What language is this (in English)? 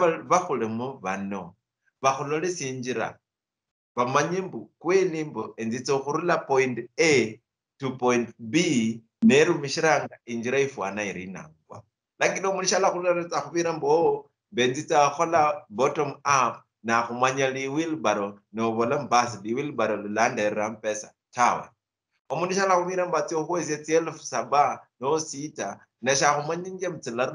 Luyia